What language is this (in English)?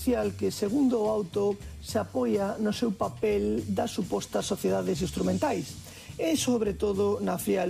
Galician